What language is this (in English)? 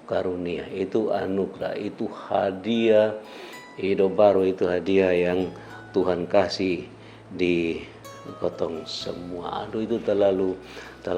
Kupang Malay